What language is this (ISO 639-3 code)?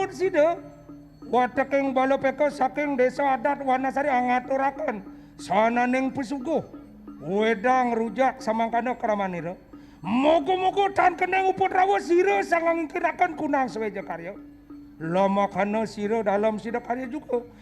ban